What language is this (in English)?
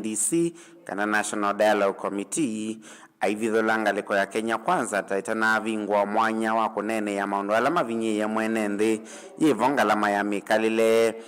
Kamba